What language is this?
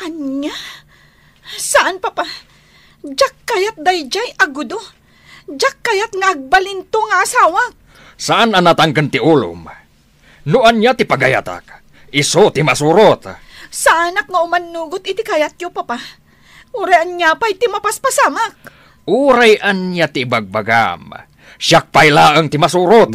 Iloko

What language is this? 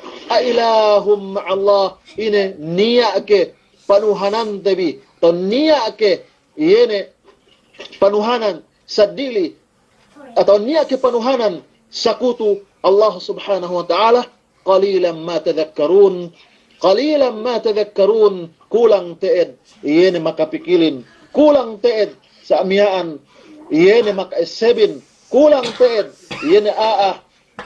Yakan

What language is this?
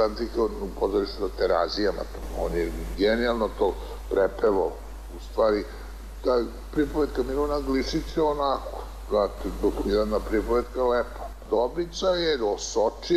Serbian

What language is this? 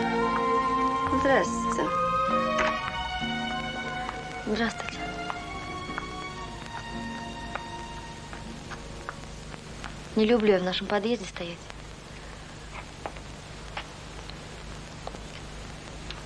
Russian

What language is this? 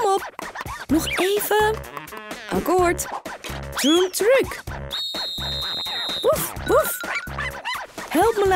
Dutch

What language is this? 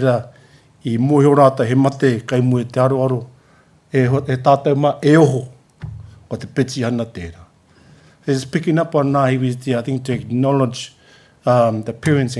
Māori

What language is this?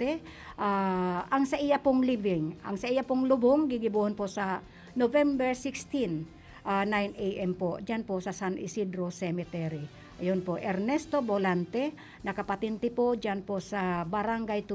Bikol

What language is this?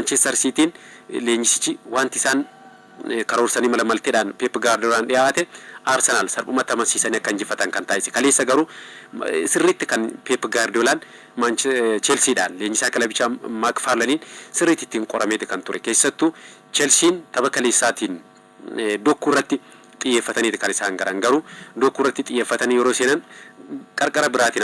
Oromo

